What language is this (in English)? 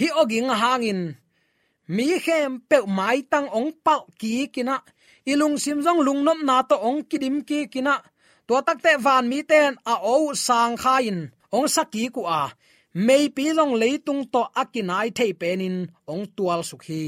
Tedim Chin